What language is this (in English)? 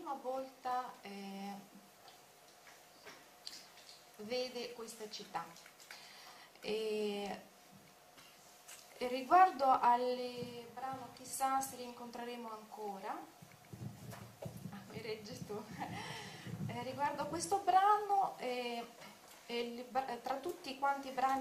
Italian